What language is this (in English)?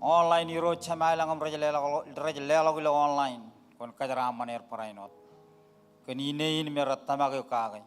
Marshallese